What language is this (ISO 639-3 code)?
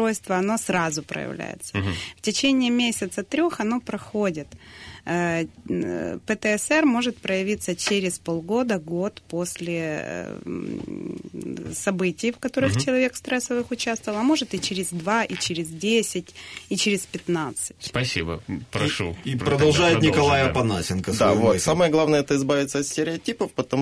rus